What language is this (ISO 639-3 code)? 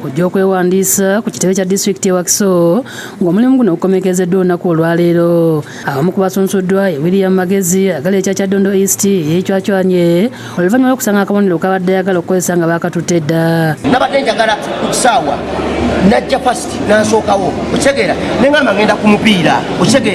lug